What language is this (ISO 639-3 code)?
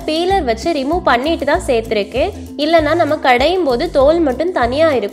tam